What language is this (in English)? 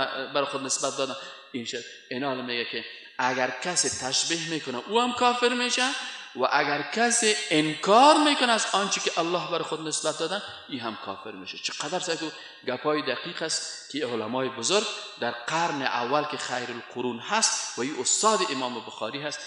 Persian